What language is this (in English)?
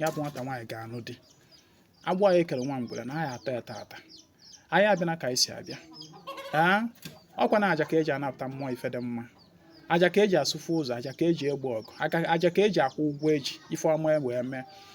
Igbo